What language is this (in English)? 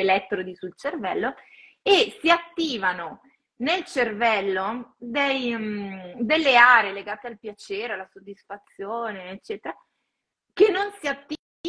Italian